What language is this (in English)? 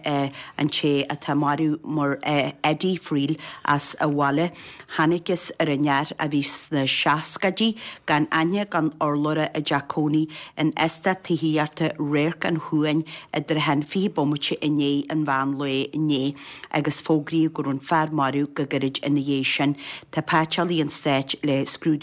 Irish